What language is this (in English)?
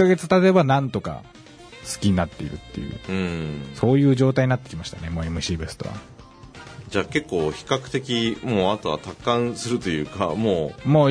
Japanese